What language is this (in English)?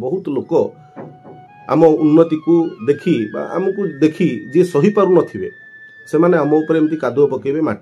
Odia